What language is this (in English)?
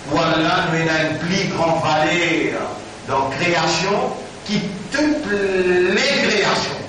Morisyen